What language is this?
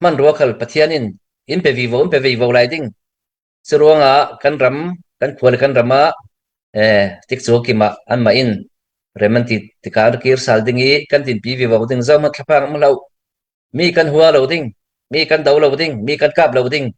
Falam Chin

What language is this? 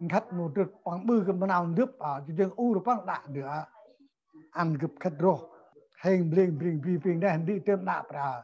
Central Mnong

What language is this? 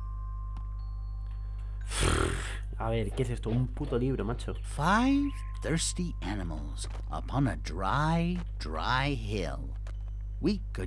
Spanish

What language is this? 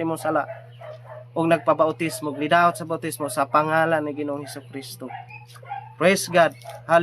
Cebuano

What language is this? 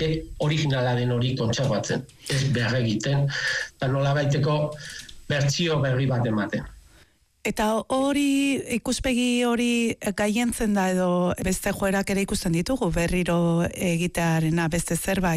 Basque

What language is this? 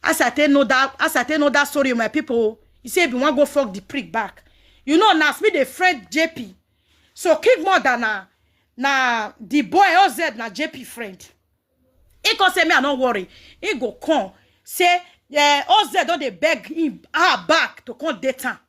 Nigerian Pidgin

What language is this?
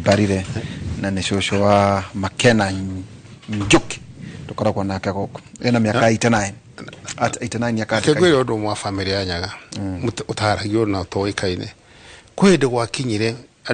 Kikuyu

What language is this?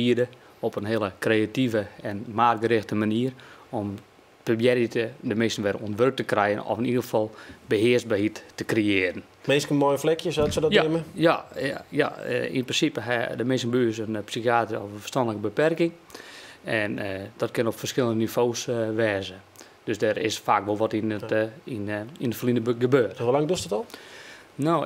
Western Frisian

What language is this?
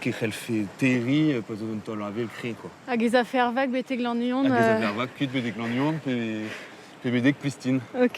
Breton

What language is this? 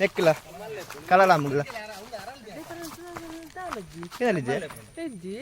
Tulu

